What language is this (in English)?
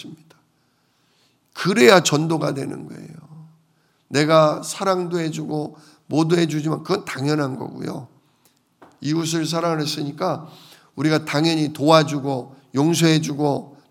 Korean